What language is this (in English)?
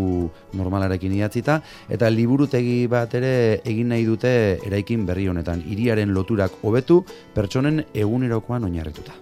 Basque